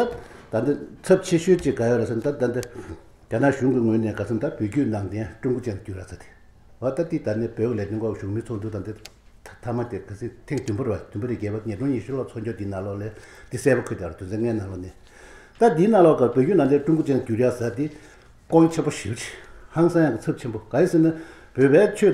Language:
Tibetan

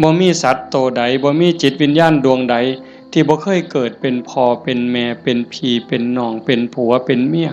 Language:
Northeastern Thai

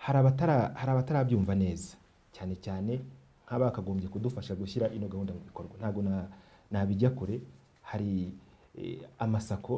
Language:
Kinyarwanda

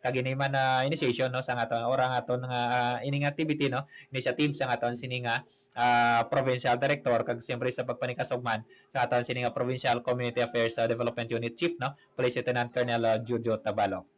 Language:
Hiligaynon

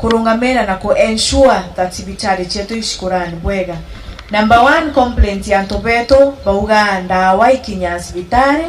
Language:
Meru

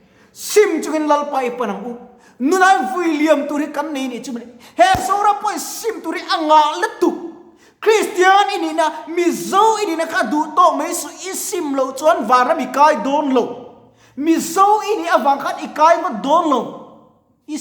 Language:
Mizo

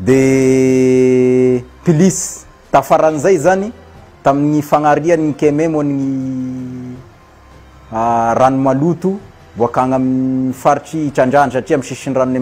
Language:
Malagasy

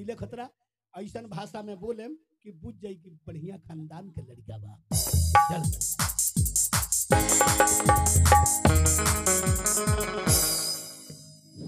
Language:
Bhojpuri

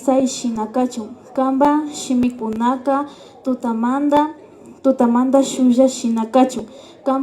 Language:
Imbabura Highland Quichua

